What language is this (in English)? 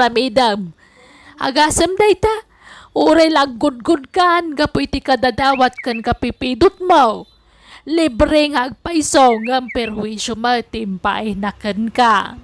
Iloko